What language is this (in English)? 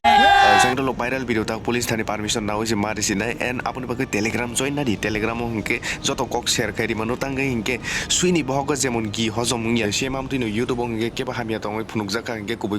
Kok Borok